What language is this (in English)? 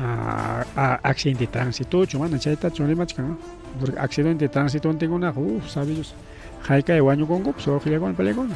Ayacucho Quechua